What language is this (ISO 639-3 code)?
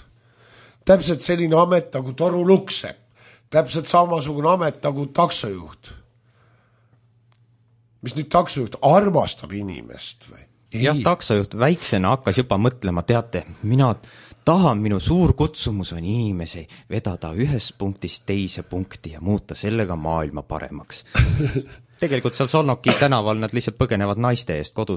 est